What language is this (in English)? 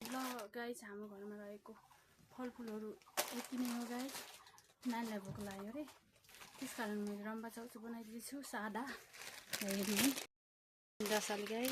Nepali